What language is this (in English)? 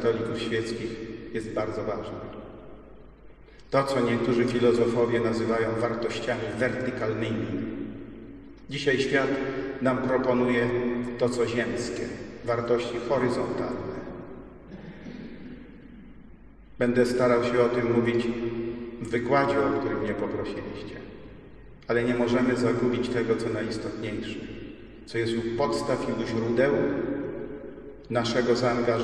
Polish